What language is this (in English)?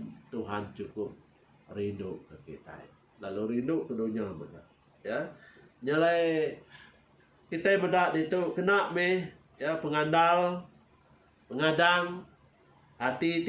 Iban